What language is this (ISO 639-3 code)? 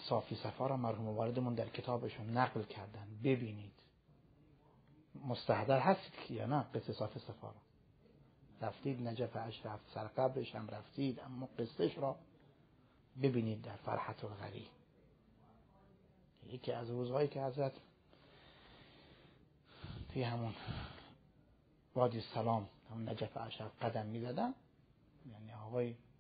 fas